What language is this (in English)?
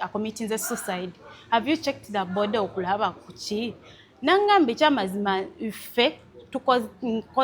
Ganda